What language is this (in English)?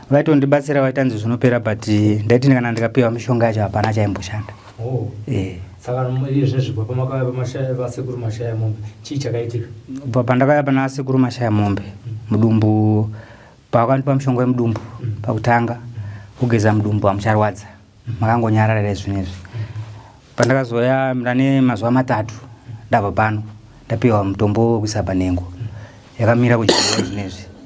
Shona